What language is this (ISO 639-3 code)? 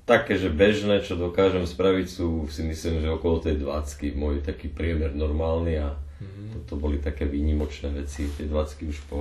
slk